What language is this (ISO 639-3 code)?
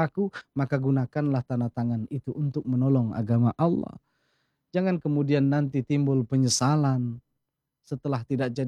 ind